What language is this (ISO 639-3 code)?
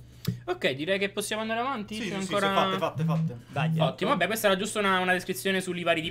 ita